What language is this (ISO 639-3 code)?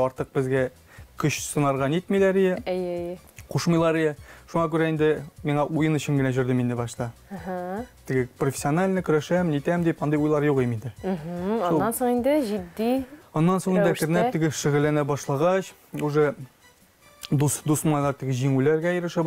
tat